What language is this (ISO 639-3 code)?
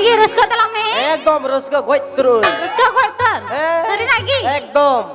sat